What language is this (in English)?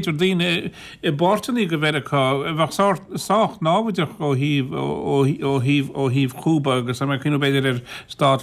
Irish